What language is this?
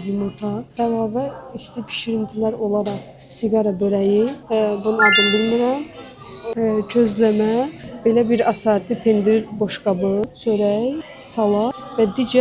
Azerbaijani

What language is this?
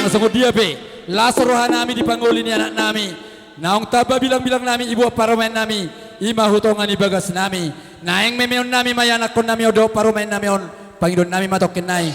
Batak Toba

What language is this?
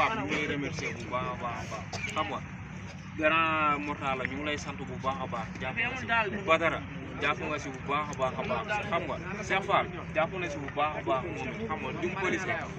Wolof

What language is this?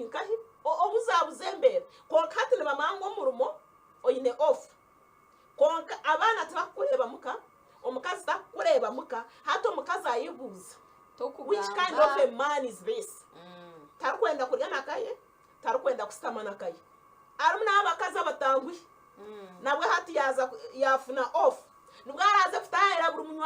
Nyankole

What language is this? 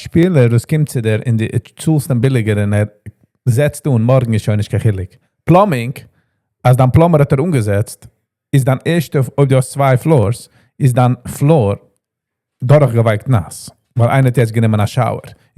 Yiddish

